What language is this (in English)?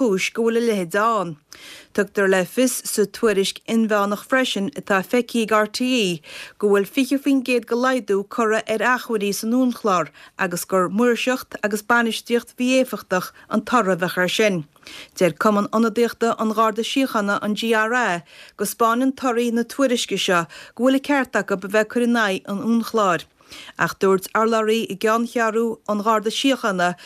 Irish